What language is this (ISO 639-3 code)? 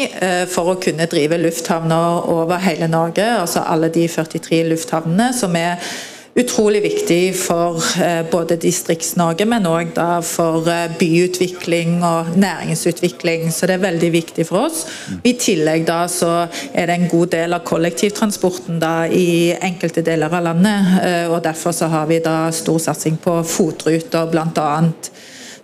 nor